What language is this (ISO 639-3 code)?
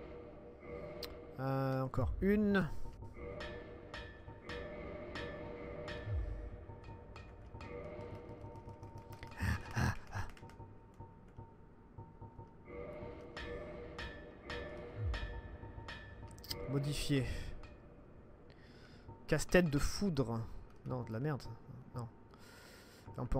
fra